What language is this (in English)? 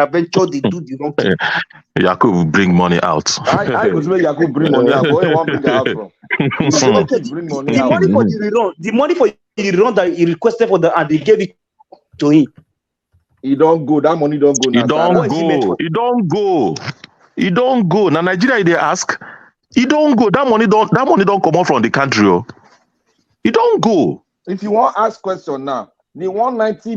Nigerian Pidgin